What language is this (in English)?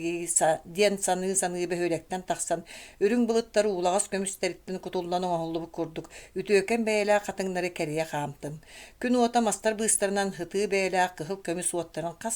Yakut